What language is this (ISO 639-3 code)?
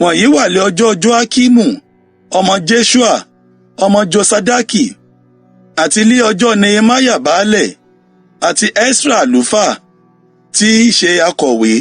yor